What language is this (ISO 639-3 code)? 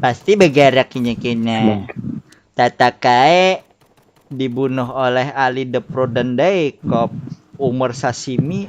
bjn